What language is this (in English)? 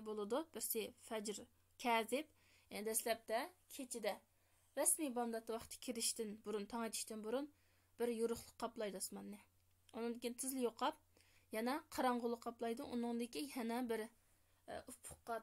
Uyghur